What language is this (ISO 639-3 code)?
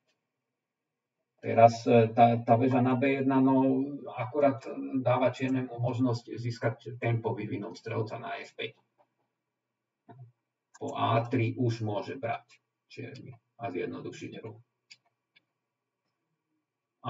slk